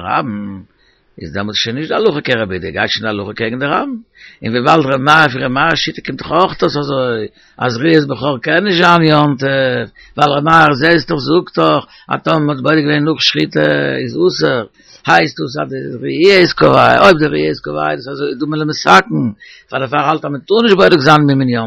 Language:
Yiddish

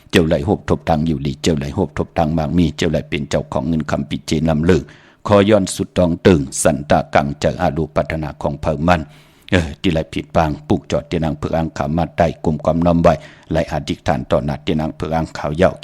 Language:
Shan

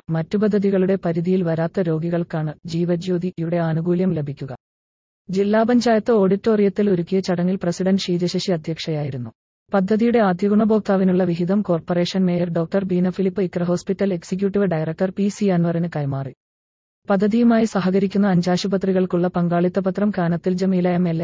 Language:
Malayalam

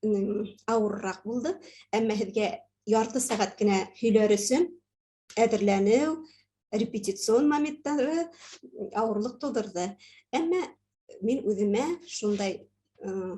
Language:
Bashkir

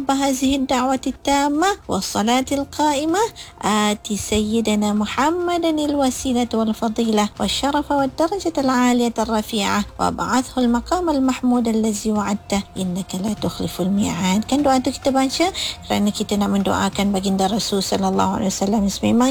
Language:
Malay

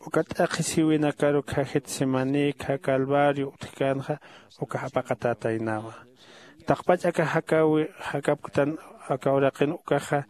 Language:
Aymara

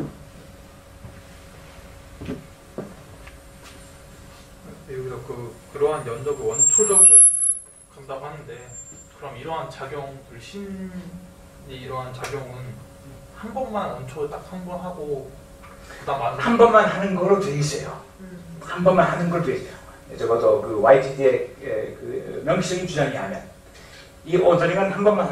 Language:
Korean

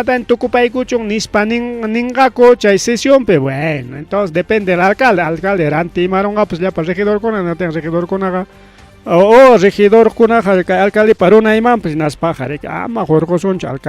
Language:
Ayacucho Quechua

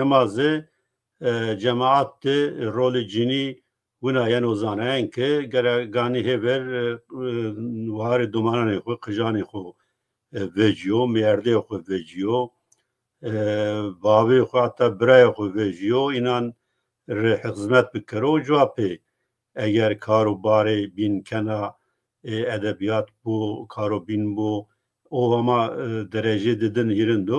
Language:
Zaza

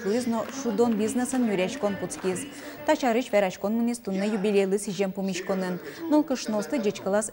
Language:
Udmurt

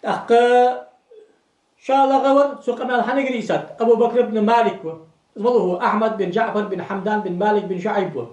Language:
Ingush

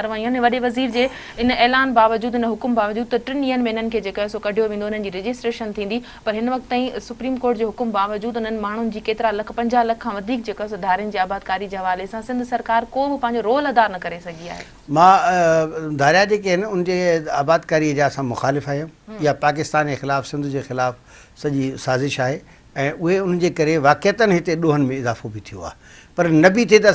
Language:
Sindhi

